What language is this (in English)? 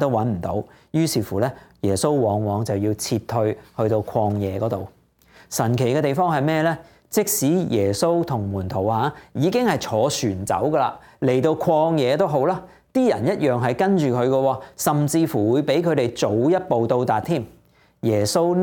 Cantonese